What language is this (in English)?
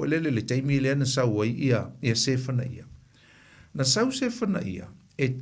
Samoan